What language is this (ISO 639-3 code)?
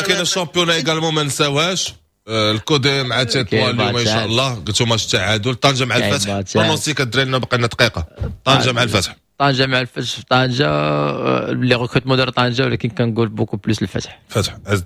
ary